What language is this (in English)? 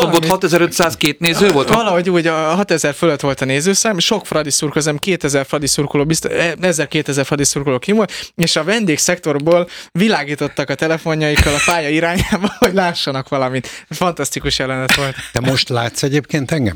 Hungarian